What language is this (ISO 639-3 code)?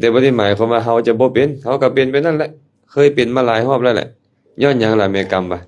lao